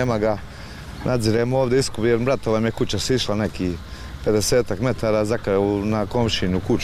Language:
Bosnian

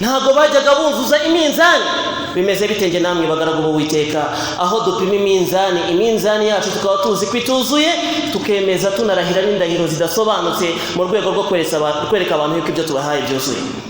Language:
Kinyarwanda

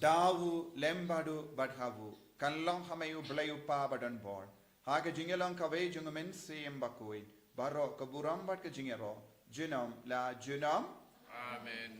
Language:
Khasi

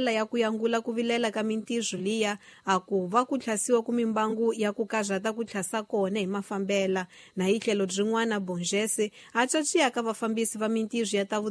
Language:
Tsonga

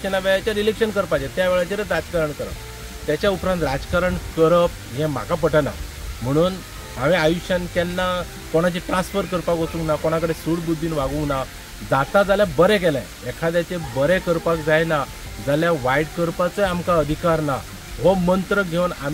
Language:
Konkani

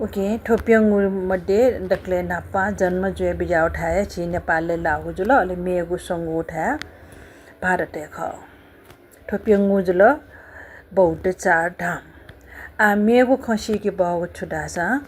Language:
Newari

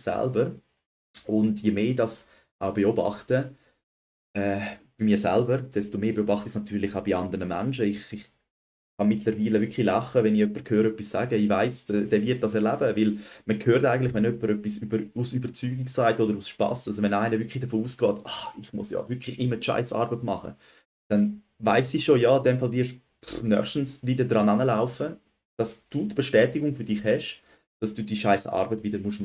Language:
Swiss German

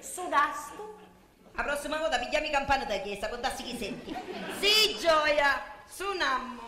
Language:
Sicilian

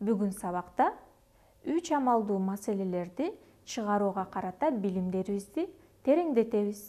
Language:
Kyrgyz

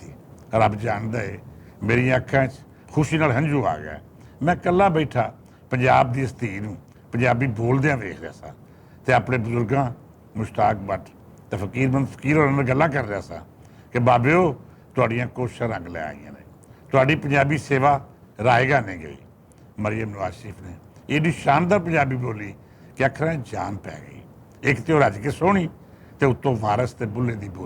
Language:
Western Panjabi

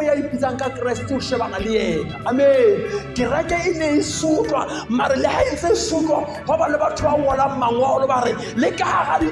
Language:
Southern Sotho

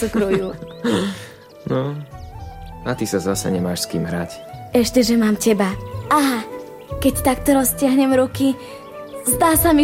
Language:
Slovak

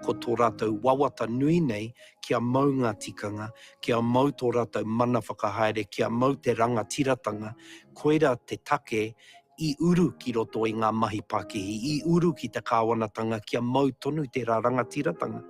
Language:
Māori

